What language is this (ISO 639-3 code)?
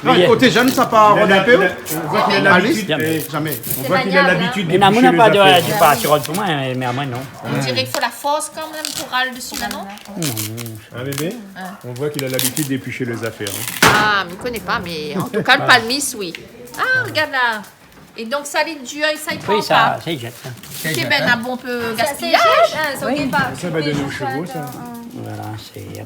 rcf